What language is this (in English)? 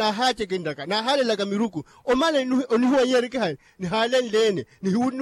Makhuwa